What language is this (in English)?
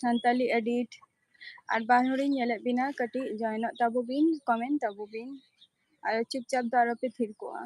Santali